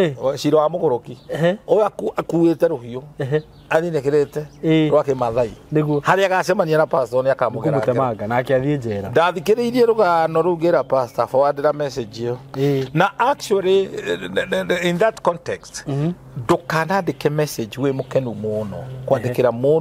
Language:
Kikuyu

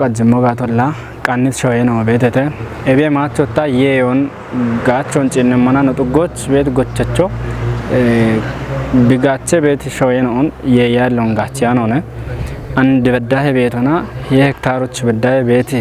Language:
Kafa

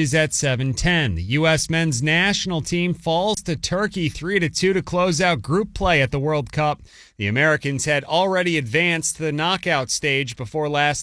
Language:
English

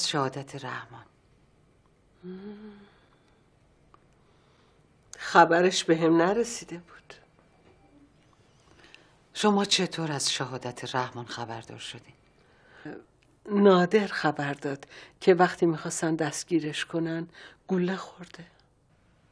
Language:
Persian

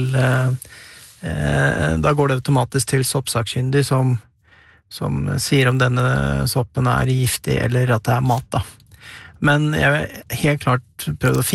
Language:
Norwegian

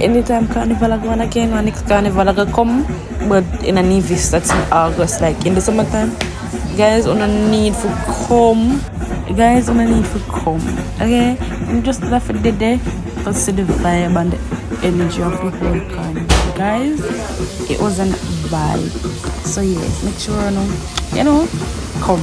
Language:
Jamaican Creole English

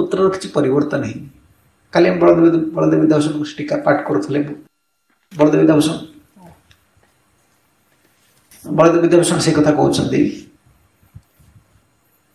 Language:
Odia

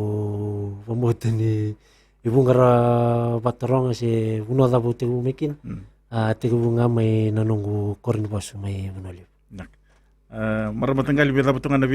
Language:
Fijian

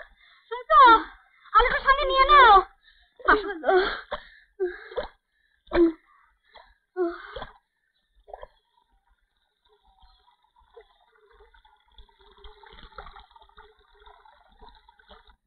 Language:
Bangla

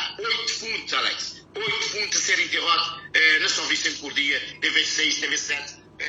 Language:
Kabuverdianu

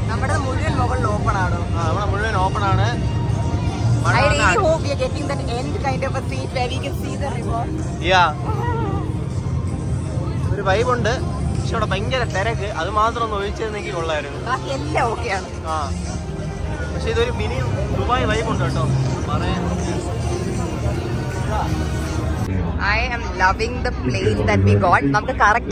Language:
Malayalam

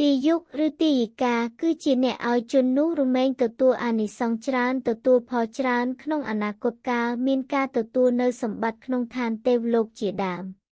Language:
Khmer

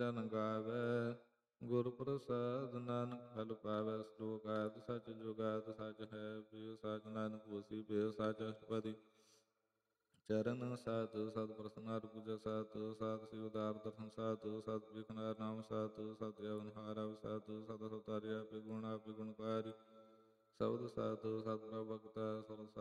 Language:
Punjabi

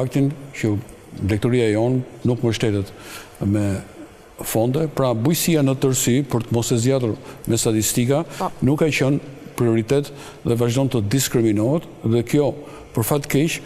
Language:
Albanian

